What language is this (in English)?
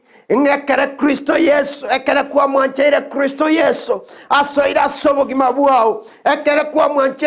Gusii